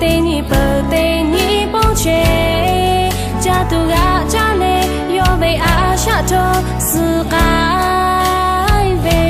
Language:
Lahu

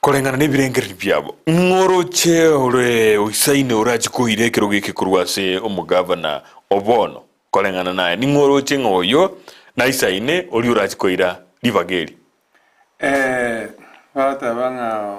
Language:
Gusii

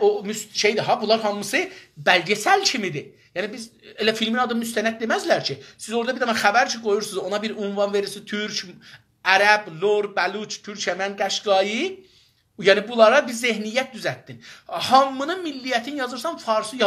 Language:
South Azerbaijani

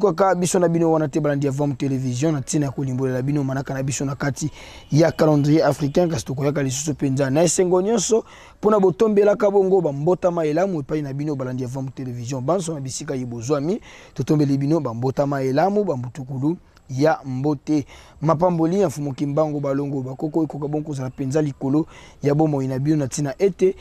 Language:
Lingala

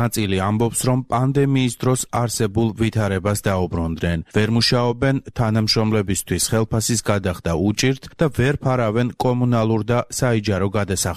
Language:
Georgian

